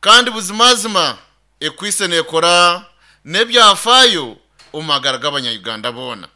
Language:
Nyankole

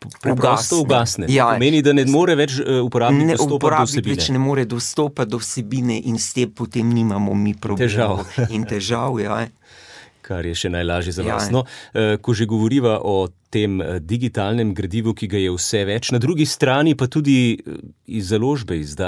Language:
Slovenian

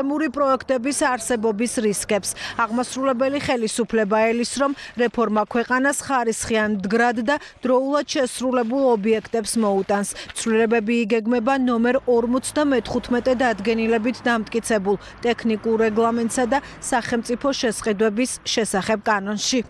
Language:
Georgian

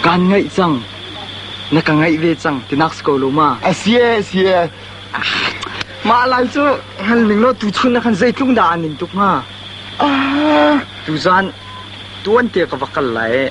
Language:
Hakha Chin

